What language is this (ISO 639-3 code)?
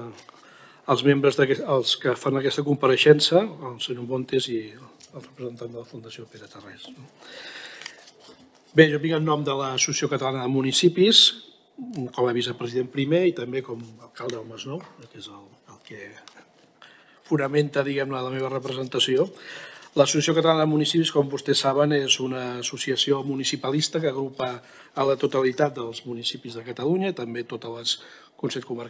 cat